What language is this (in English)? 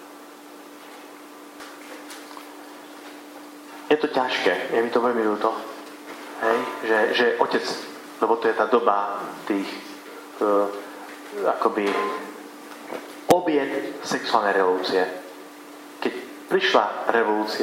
Slovak